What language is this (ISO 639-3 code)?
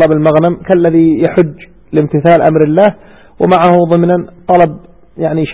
ara